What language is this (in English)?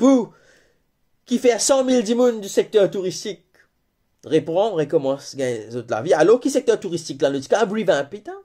Morisyen